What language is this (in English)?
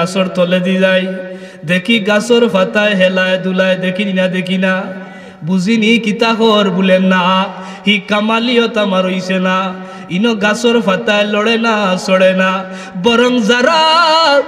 Sylheti